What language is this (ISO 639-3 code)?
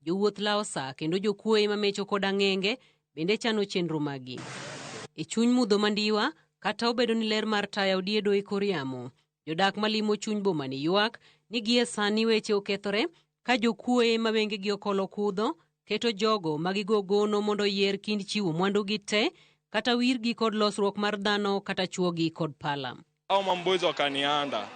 luo